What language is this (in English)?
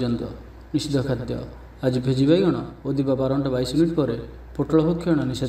Odia